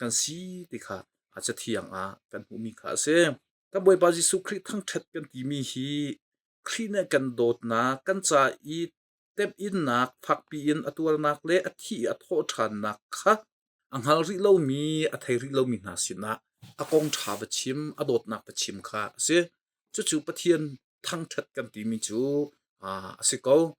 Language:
Hakha Chin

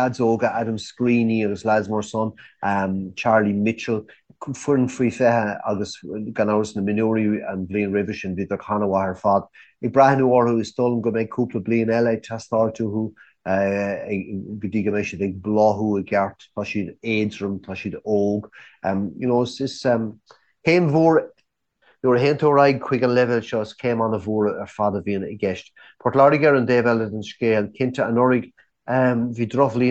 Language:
Irish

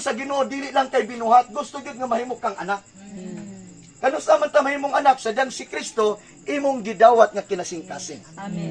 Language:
Cebuano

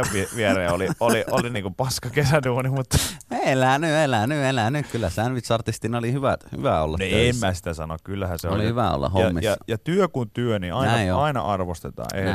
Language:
Finnish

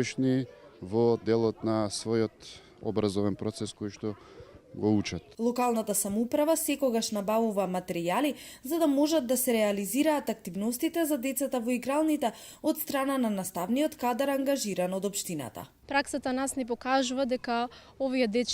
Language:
Macedonian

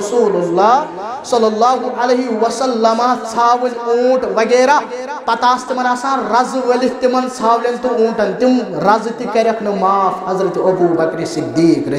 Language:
Kashmiri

